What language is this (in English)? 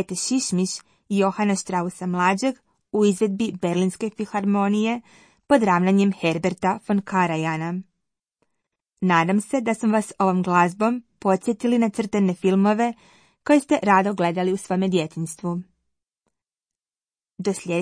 Croatian